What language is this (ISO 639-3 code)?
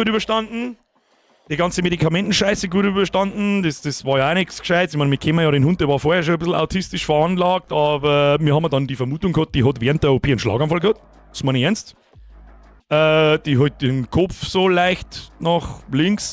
bar